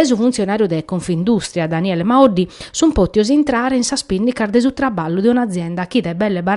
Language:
Sardinian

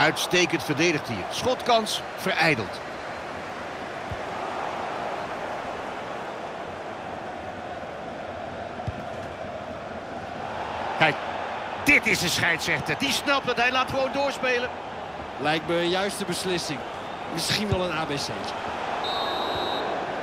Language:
Dutch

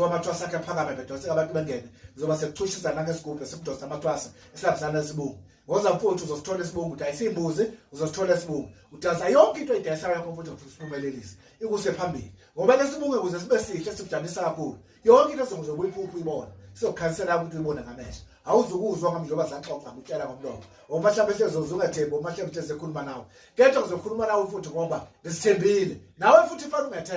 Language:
Zulu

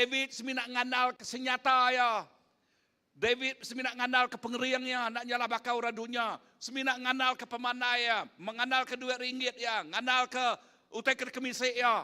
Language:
Iban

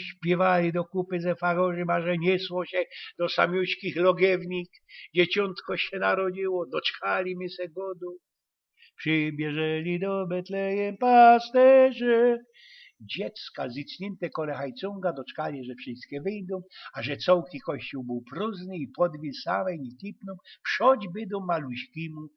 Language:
Silesian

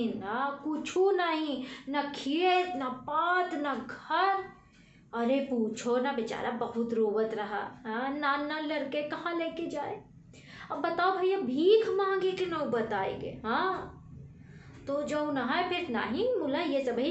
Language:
Awadhi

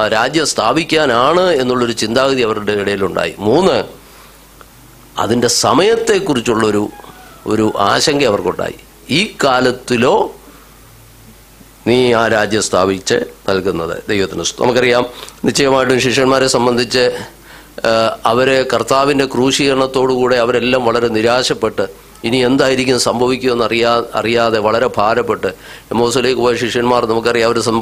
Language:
Malayalam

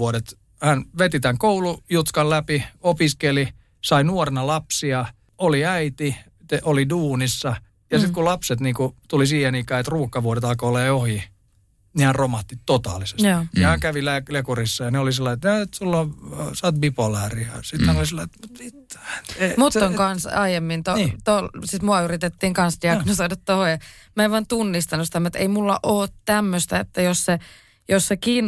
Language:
Finnish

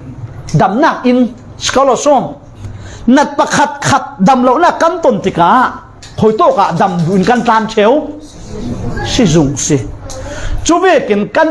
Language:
Falam Chin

